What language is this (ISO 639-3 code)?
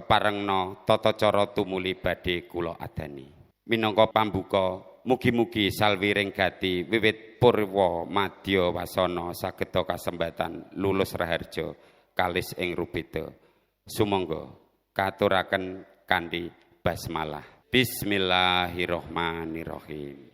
jav